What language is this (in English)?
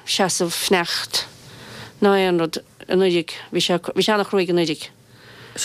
Irish